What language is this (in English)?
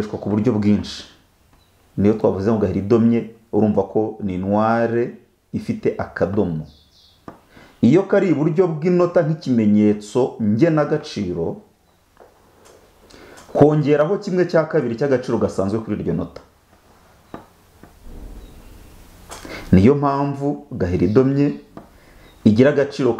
Kinyarwanda